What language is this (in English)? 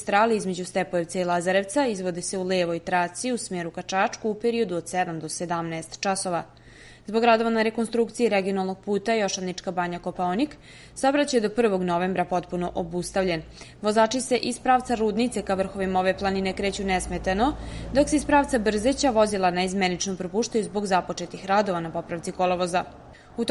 Serbian